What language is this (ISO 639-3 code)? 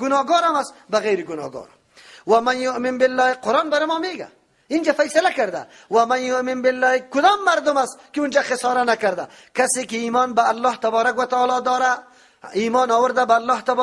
fas